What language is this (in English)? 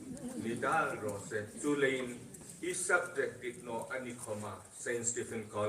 Hmar